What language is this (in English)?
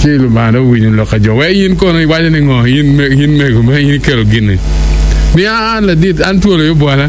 Acoli